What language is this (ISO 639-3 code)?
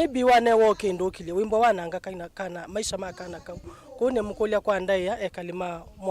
kam